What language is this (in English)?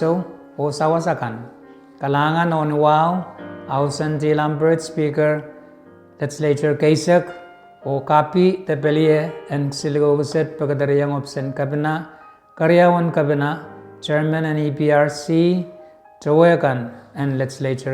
Pohnpeian